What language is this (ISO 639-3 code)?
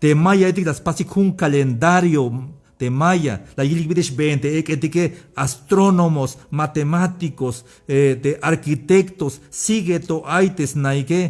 tzh